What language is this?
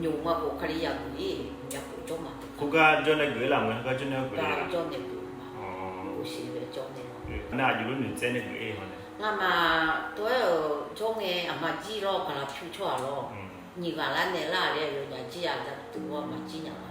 Akha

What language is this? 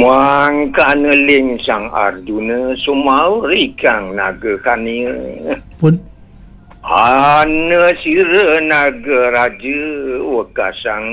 Balinese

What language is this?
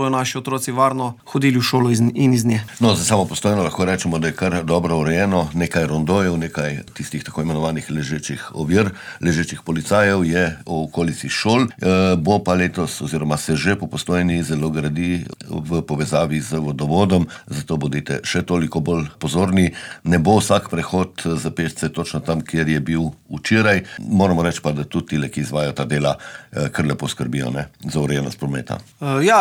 Slovenian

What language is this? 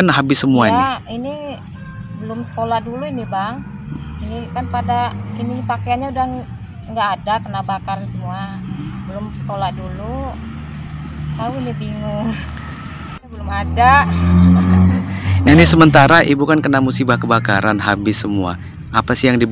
Indonesian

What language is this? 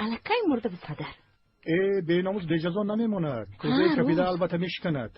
Tajik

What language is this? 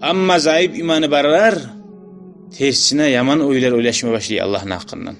Kumyk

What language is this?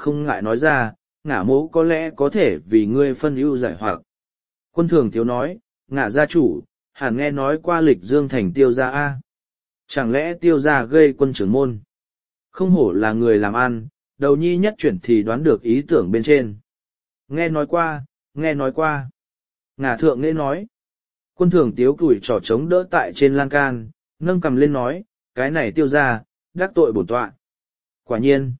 Vietnamese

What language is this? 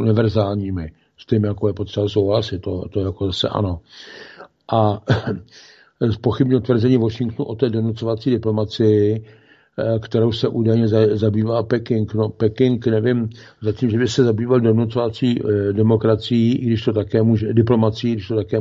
Czech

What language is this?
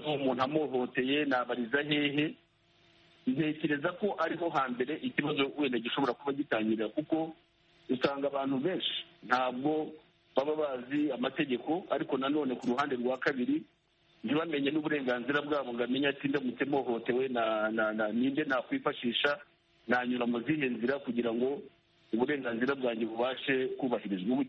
Kinyarwanda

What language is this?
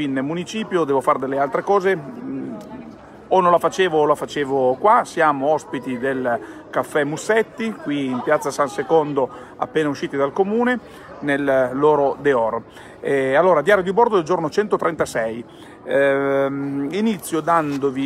Italian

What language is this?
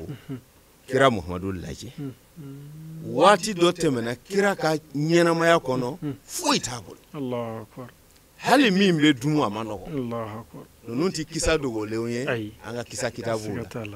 Bambara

